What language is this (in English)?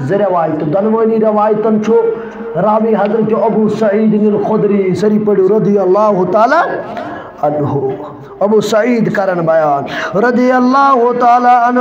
Kashmiri